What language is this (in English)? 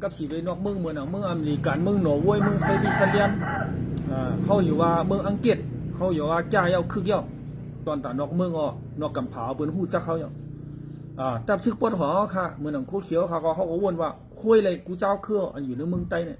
Shan